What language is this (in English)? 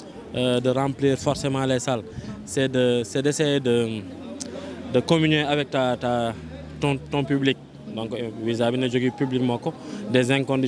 Fula